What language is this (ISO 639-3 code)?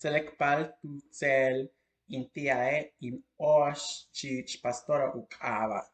yua